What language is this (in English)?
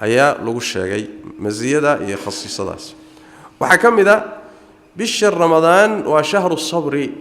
Somali